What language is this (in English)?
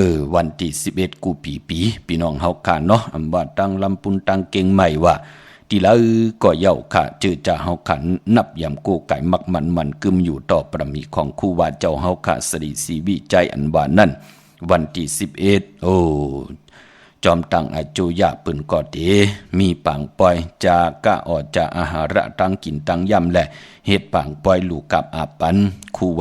Shan